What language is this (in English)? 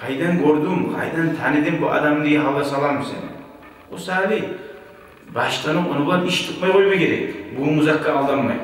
Kumyk